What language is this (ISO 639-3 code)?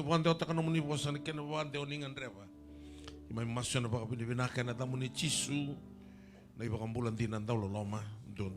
fij